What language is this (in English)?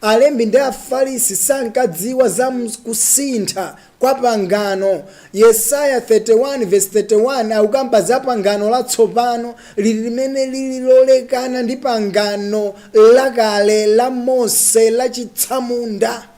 Nyanja